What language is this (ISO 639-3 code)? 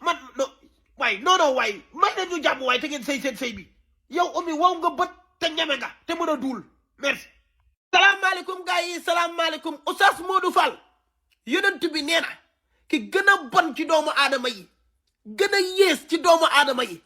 wol